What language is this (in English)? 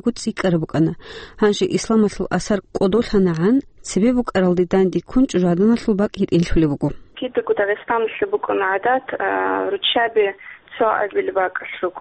Avaric